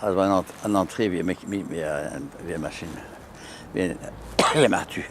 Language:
Breton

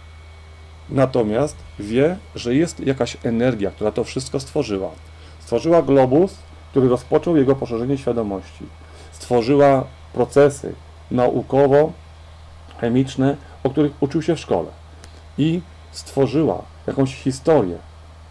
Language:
Polish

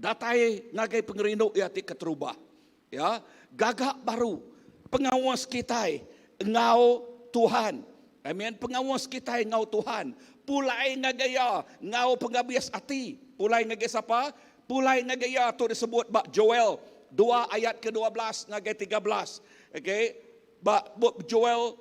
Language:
Iban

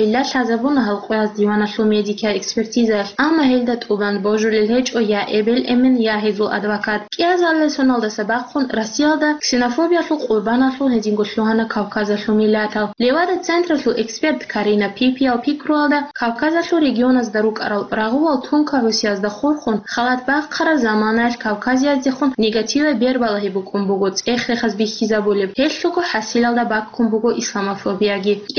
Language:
Avaric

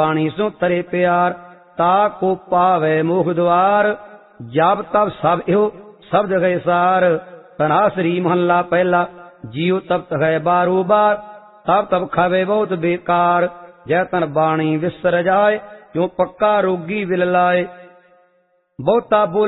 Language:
Punjabi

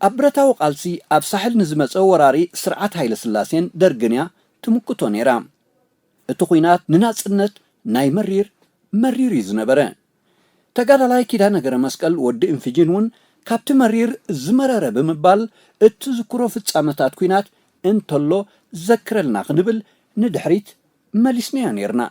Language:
Tigrinya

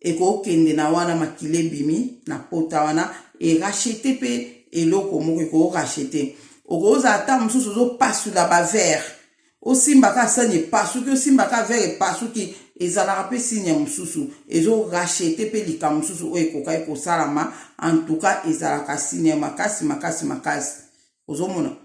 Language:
Lingala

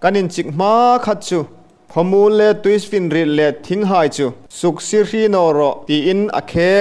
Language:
Hmar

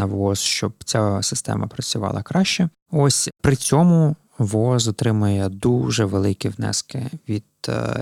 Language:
Ukrainian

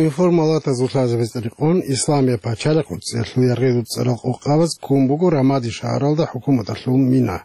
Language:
Avaric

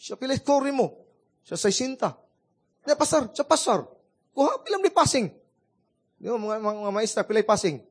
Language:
Cebuano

